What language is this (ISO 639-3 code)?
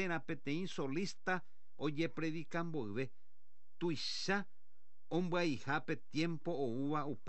grn